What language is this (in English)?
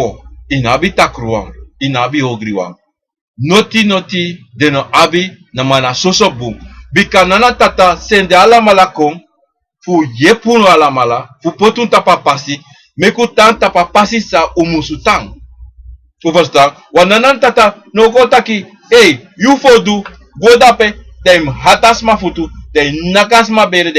Sranan Tongo